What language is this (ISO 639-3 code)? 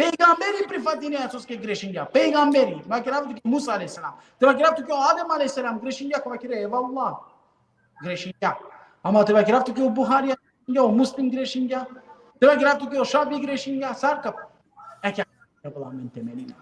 rmn